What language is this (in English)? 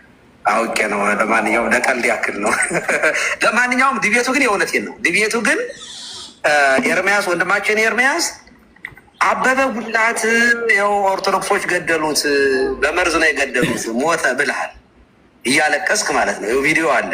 Amharic